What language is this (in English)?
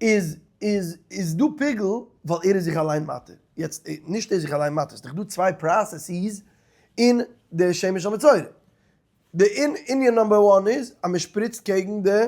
Yiddish